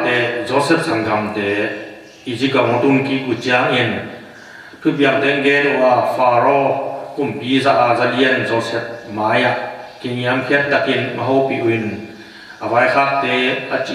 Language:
Tedim Chin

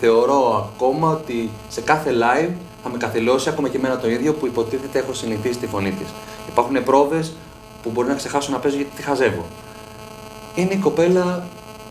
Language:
Greek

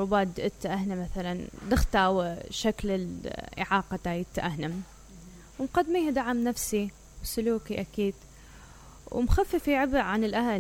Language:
Mesopotamian Arabic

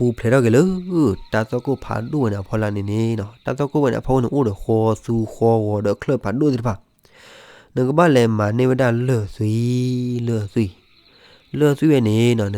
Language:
S'gaw Karen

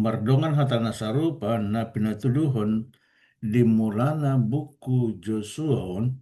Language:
Batak Toba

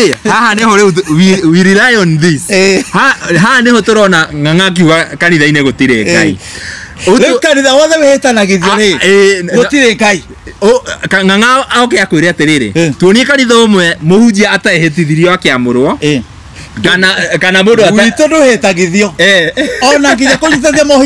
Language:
Kikuyu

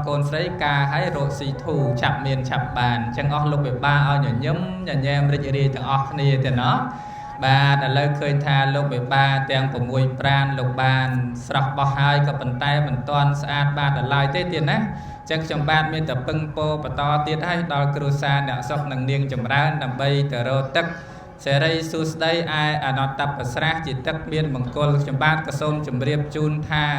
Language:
Khmer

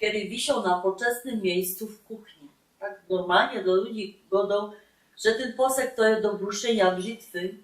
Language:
Silesian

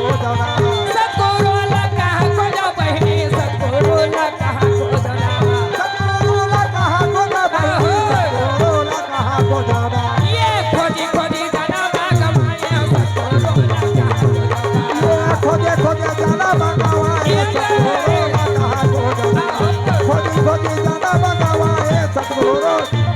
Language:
Chhattisgarhi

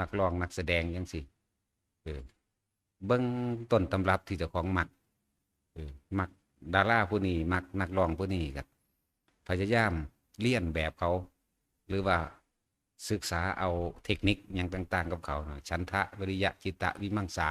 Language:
Northeastern Thai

